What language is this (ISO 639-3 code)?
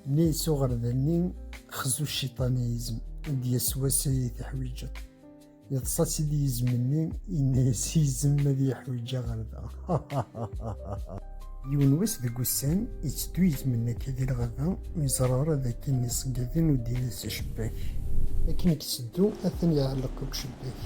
kab